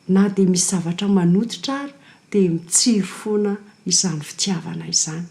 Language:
Malagasy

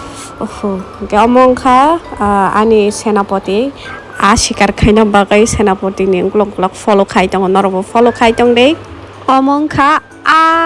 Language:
Kok Borok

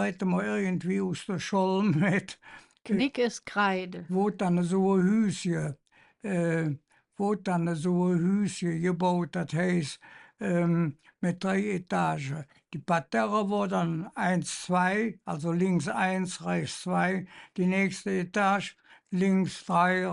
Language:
Colognian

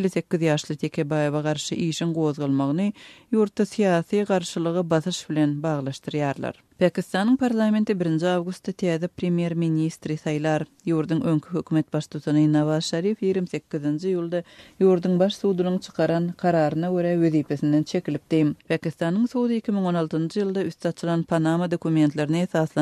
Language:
Turkmen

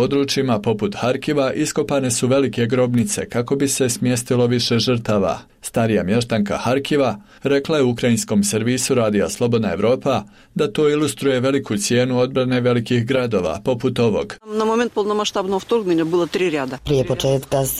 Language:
Bosnian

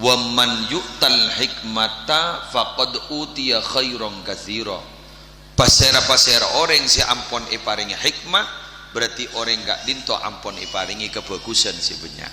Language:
Madurese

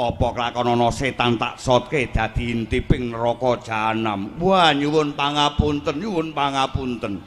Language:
Javanese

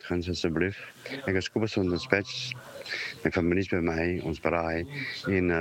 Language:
Afrikaans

